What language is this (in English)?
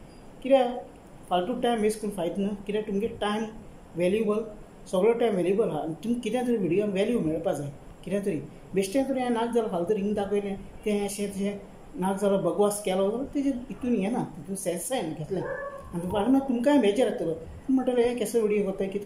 Konkani